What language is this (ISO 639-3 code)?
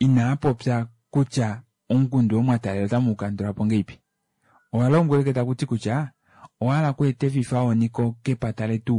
kua